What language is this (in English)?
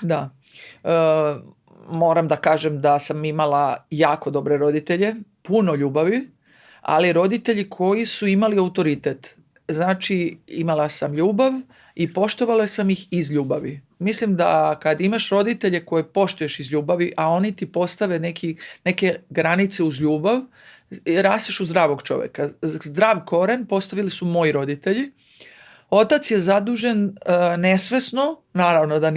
Macedonian